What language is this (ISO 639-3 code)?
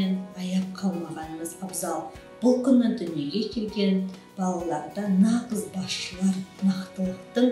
kaz